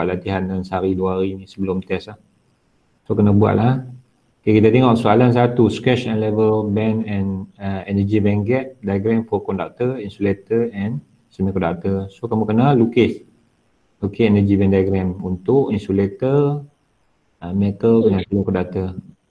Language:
Malay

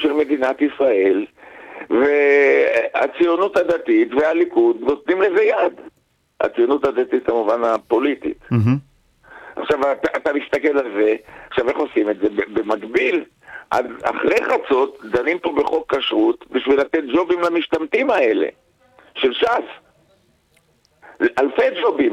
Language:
Hebrew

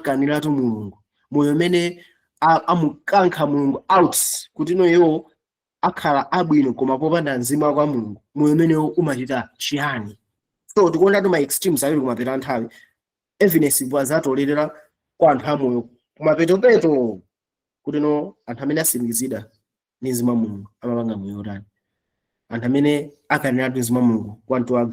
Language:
Nyanja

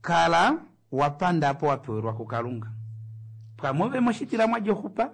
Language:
Kuanyama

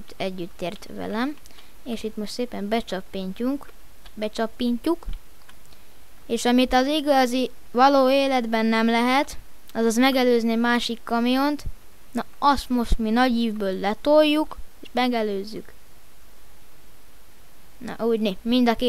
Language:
Hungarian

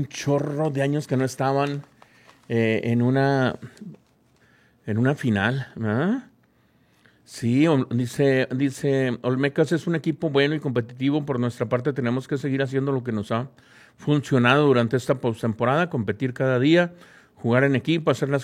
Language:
Spanish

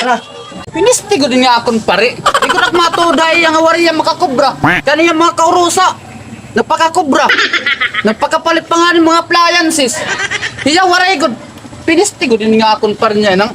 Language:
Waray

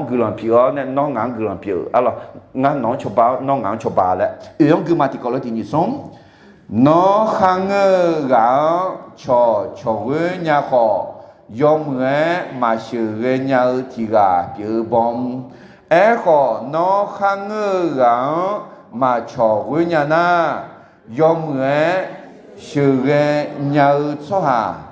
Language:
Akha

